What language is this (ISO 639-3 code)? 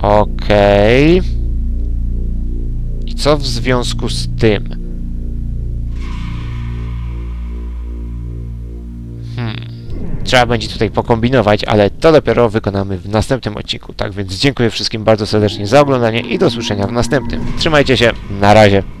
pol